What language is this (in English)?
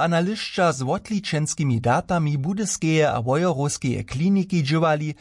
Upper Sorbian